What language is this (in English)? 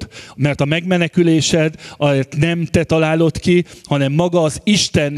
Hungarian